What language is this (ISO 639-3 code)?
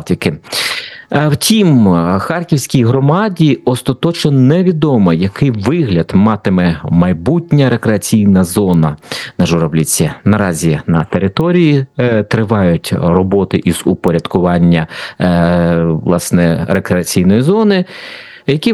ukr